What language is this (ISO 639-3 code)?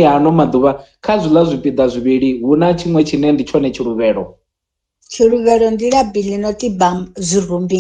ven